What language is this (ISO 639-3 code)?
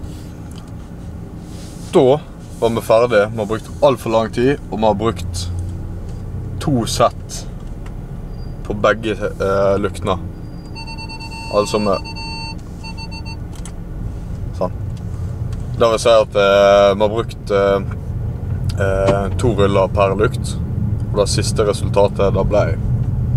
nor